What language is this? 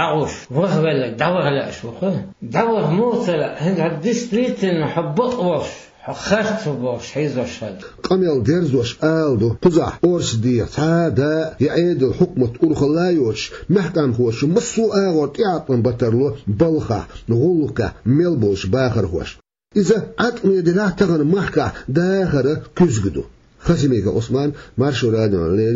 Chechen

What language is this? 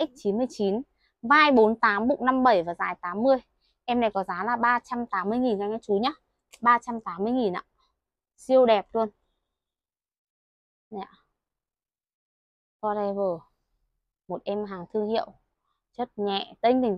Vietnamese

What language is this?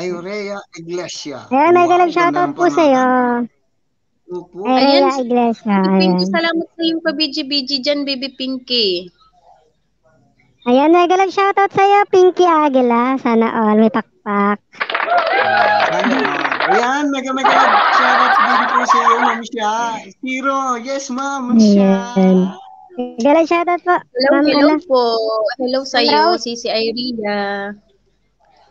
Filipino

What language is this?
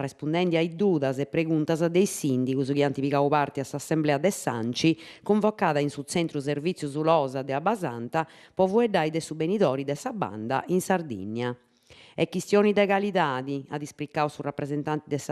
Sardinian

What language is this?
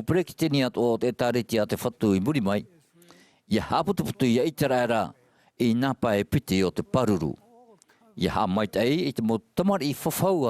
Tahitian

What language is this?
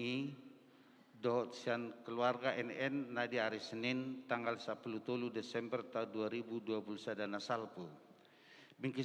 Batak Toba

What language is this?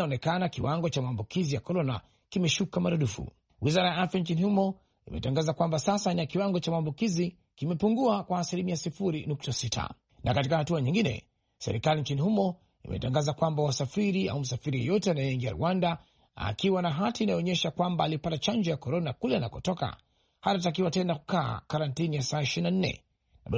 Swahili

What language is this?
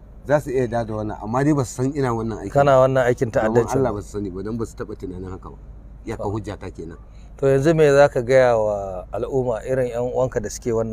Hausa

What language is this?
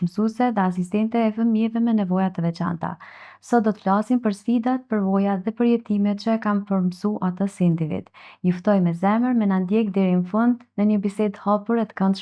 Albanian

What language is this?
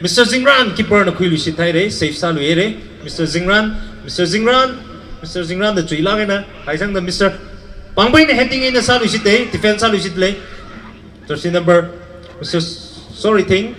Tangkhul Naga (India)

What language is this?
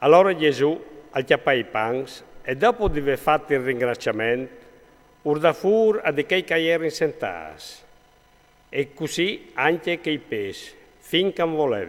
Friulian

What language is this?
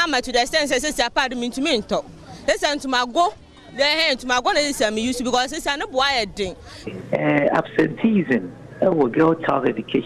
Akan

